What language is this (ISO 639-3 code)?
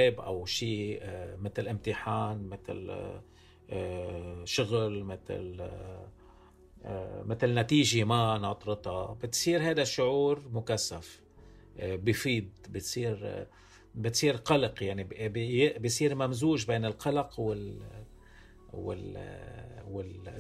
apc